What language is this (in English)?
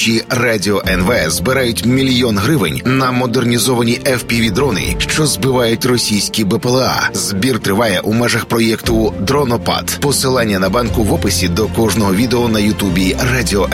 Ukrainian